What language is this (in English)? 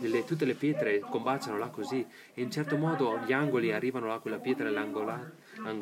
Italian